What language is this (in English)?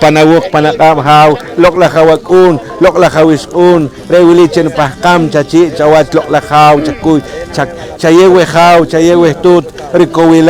Poqomchi'